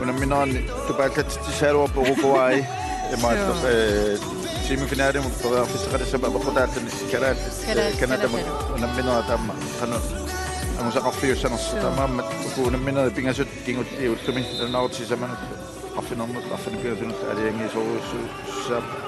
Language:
Kalaallisut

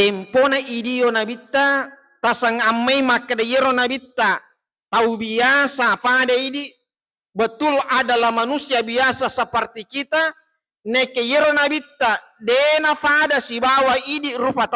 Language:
Buginese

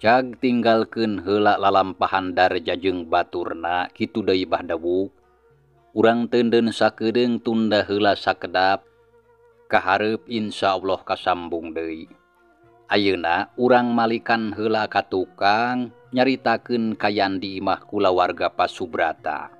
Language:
Sundanese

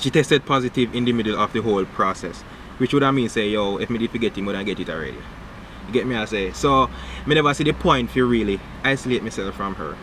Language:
Jamaican Creole English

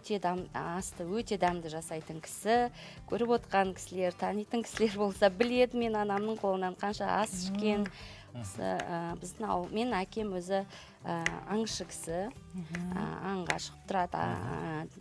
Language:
Kazakh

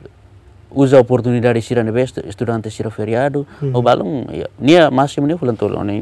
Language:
Tetum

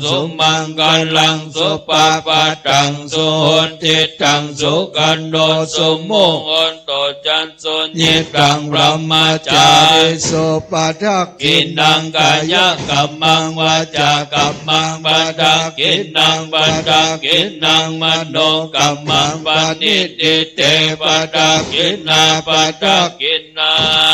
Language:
Pali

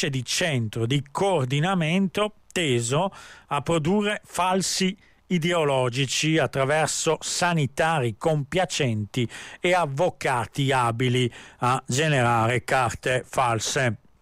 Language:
Italian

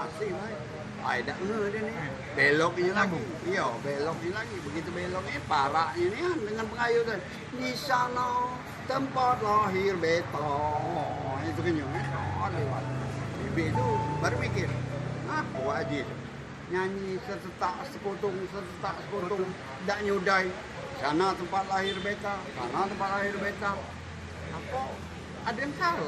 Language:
Musi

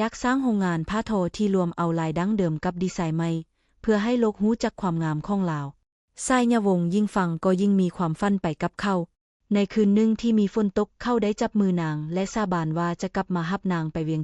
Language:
Lao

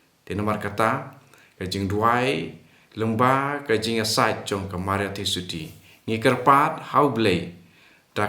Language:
Khasi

